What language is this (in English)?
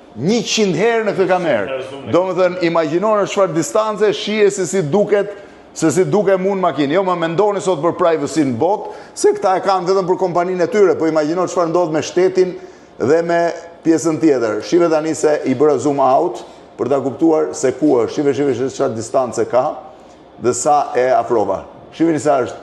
Albanian